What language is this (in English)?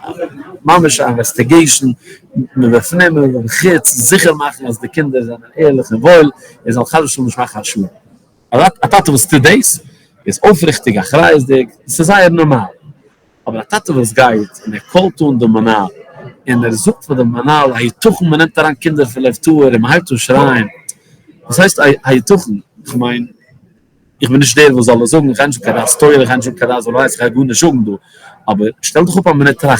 Yiddish